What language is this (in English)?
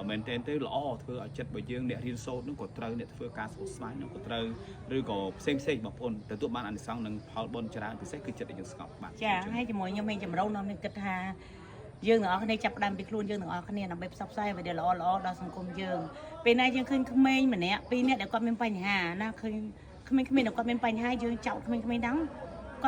Khmer